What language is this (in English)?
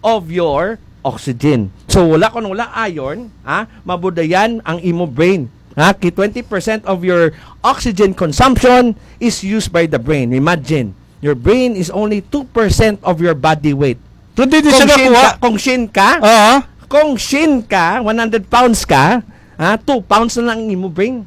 Hiligaynon